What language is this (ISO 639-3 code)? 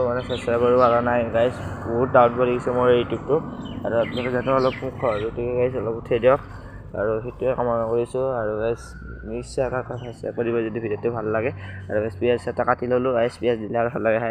asm